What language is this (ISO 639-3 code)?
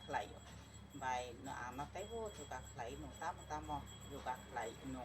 trp